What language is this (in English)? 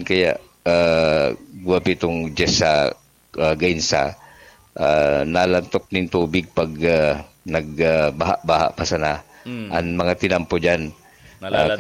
Bikol